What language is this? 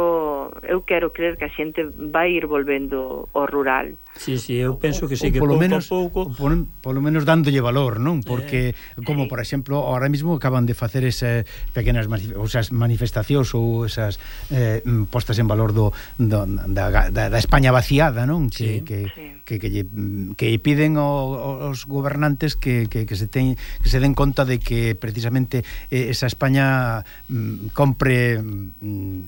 Galician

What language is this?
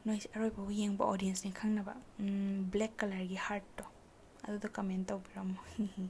Manipuri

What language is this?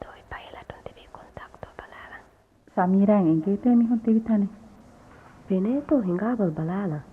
Divehi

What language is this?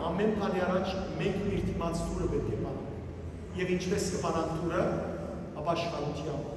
Western Armenian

